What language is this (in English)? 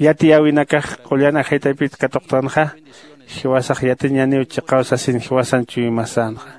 Aymara